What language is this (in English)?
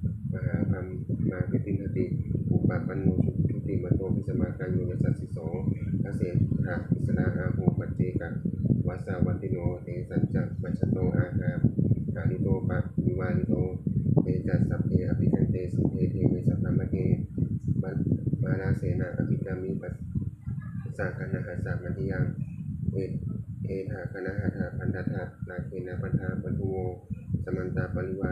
Pali